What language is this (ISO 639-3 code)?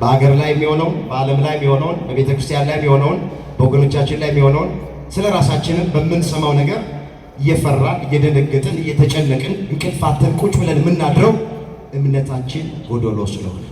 amh